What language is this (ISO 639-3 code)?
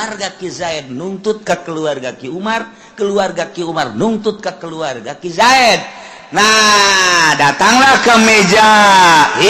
sun